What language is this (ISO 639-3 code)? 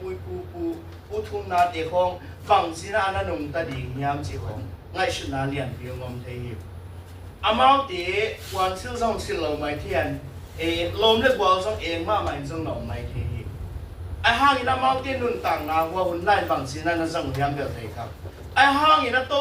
ctd